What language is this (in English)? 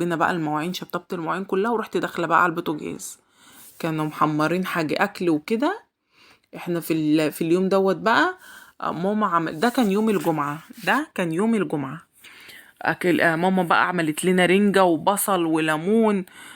Egyptian Arabic